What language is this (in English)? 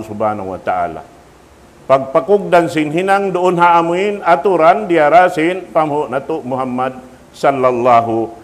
Tausug